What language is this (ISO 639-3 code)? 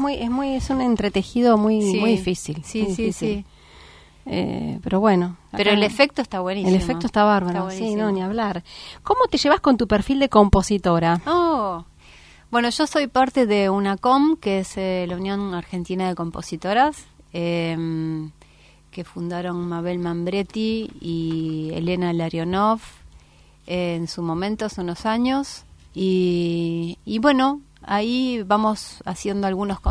spa